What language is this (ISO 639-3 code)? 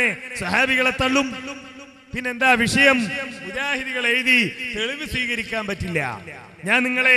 mal